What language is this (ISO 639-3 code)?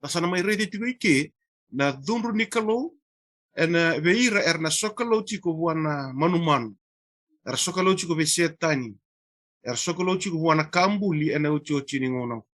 fij